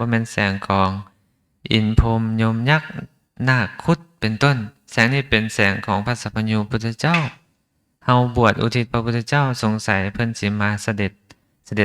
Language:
Lao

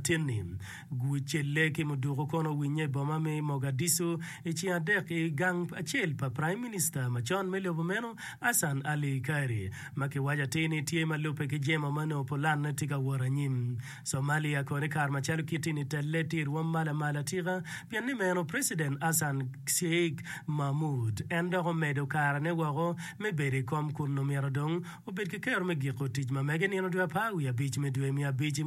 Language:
Acoli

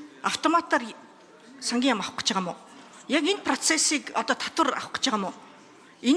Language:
Mongolian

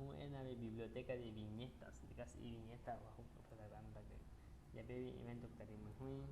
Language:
Aguaruna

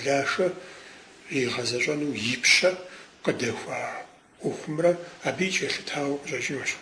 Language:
Kabardian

